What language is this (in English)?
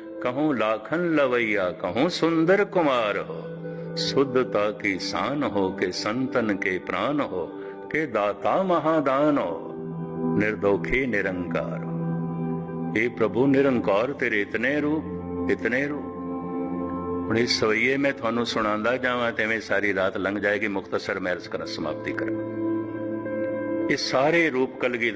Punjabi